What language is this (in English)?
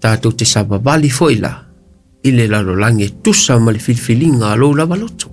Samoan